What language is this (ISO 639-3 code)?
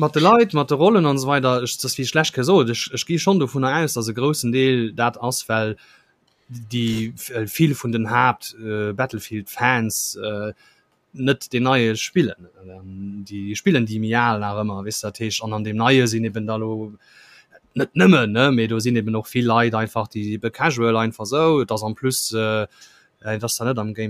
ltz